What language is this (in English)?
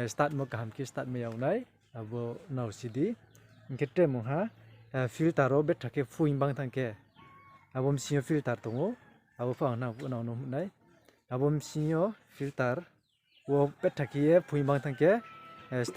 Riang (India)